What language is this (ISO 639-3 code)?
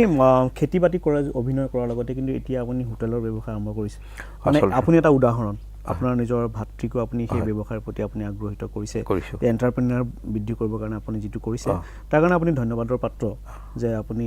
asm